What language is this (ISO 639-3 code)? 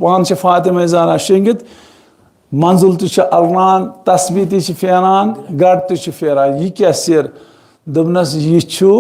kas